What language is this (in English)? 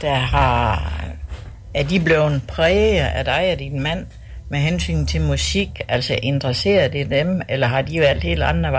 Danish